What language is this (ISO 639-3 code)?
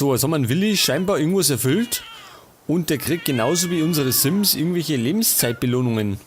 bar